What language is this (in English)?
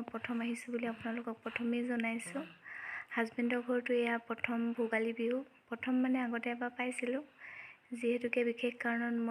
Assamese